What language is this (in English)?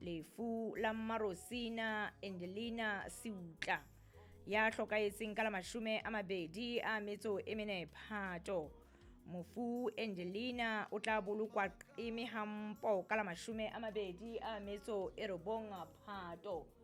Southern Sotho